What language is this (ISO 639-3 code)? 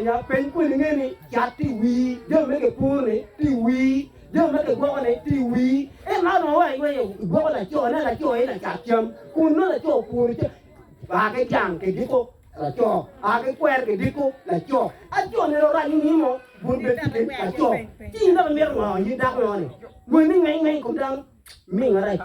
ach